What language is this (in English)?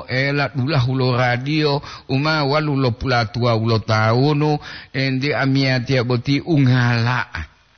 Gorontalo